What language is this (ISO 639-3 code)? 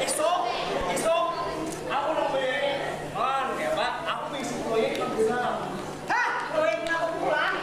bjn